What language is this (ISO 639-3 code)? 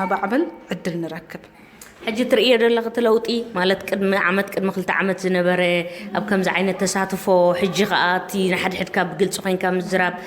tir